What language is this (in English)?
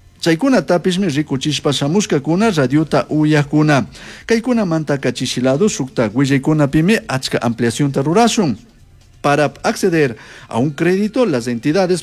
Chimborazo Highland Quichua